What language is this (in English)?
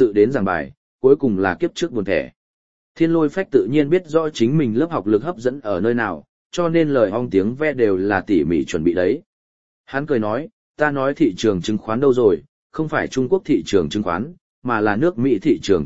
Vietnamese